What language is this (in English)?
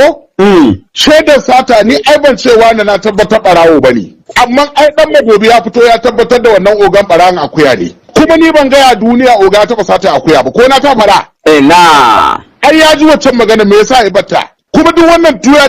Hausa